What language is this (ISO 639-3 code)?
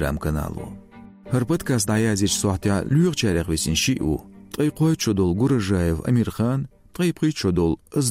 che